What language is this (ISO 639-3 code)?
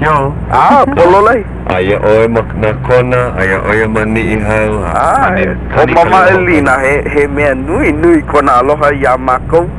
haw